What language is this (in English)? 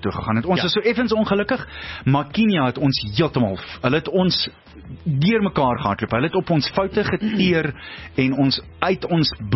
Afrikaans